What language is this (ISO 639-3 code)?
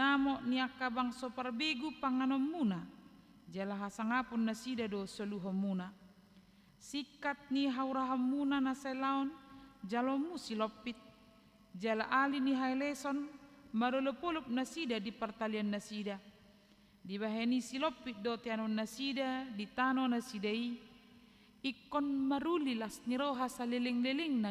bbc